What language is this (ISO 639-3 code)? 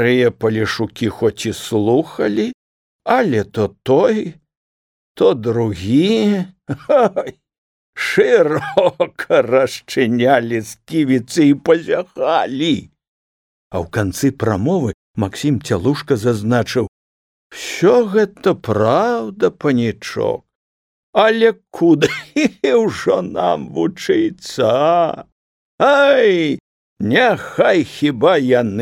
bel